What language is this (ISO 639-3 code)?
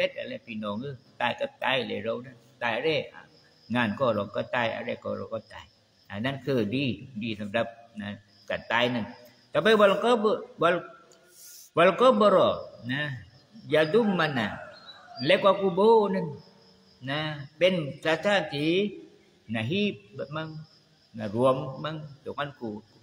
tha